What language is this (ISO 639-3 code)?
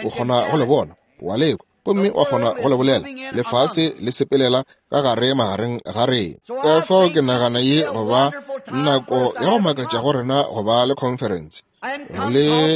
nso